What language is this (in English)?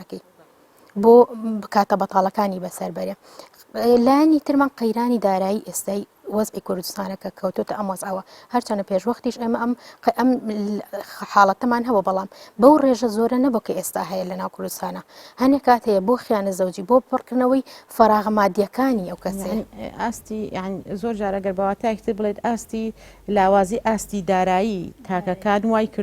Central Kurdish